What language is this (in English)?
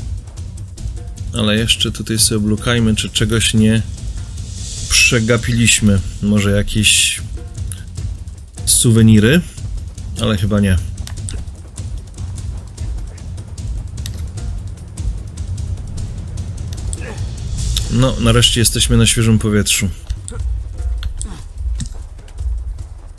Polish